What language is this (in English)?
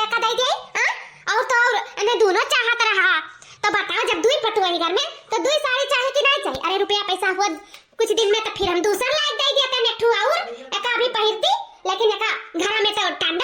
Awadhi